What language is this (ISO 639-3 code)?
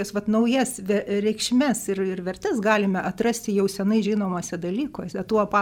lit